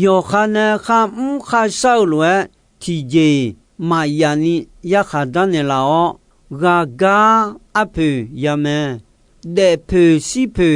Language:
Akha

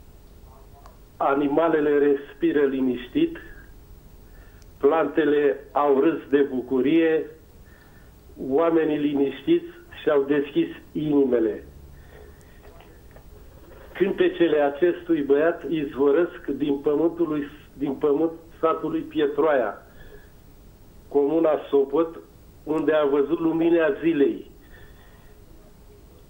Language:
Romanian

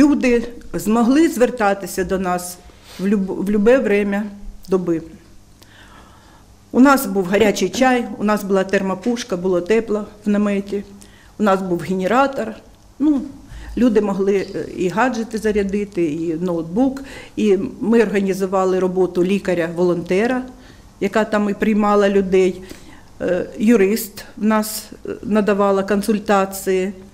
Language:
Ukrainian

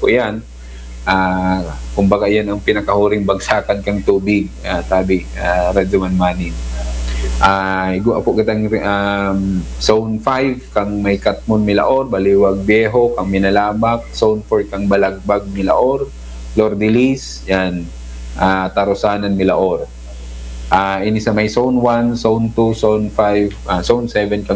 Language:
Bikol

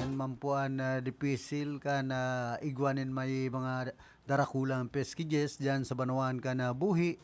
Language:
Bikol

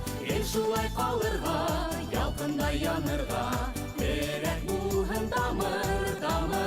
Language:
Bashkir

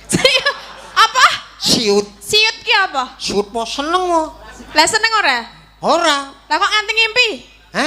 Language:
Javanese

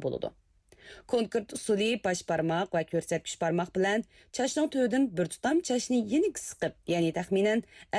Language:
Uyghur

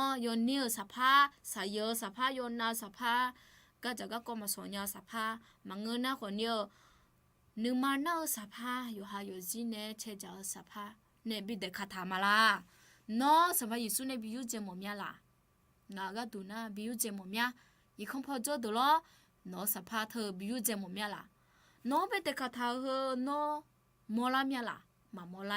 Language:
Akha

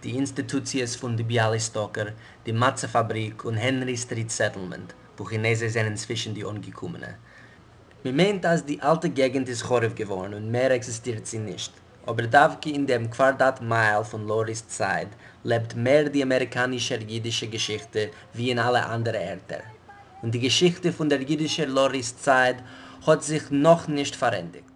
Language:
Yiddish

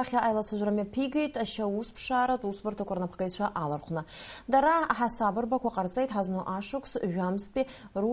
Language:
Abkhazian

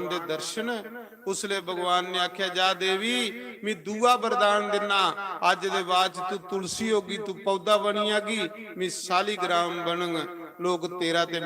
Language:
Dogri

